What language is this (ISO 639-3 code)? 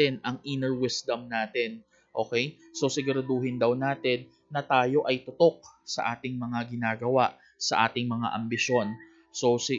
fil